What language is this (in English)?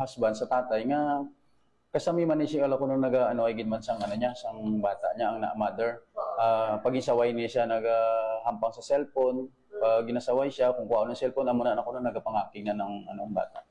Hiligaynon